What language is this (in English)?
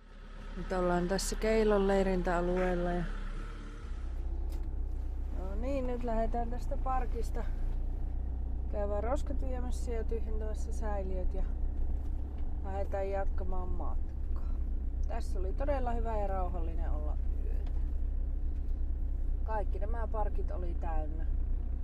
Finnish